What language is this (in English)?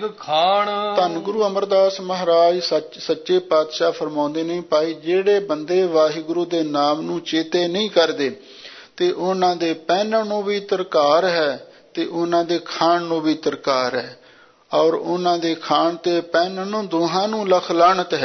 Punjabi